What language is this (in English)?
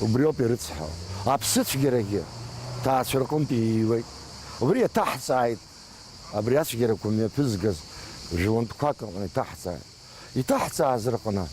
Abkhazian